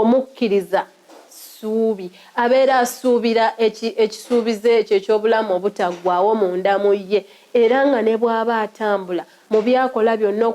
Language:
Ganda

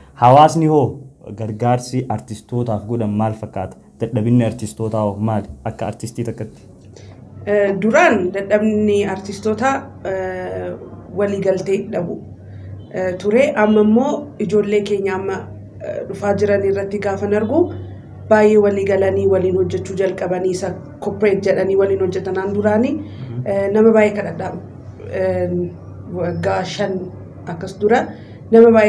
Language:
Oromo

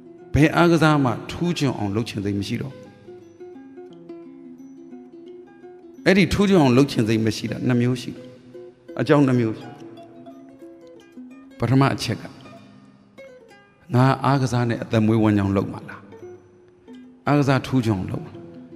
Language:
Burmese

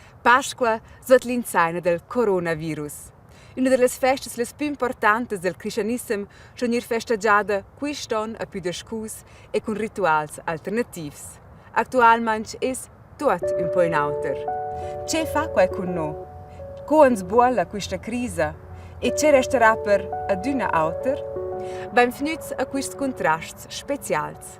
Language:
Romansh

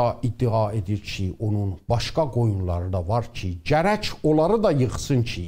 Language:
South Azerbaijani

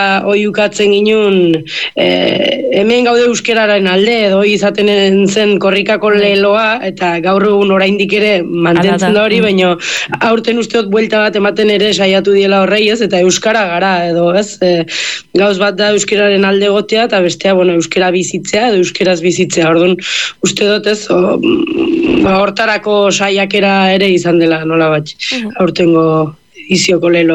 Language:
Basque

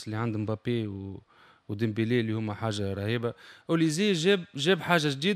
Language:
Tunisian Arabic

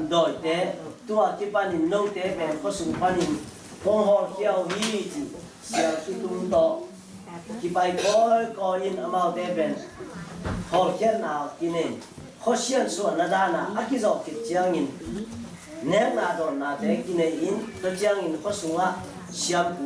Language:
Tedim Chin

